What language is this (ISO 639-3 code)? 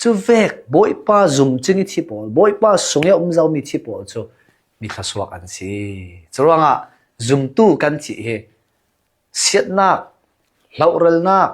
cnh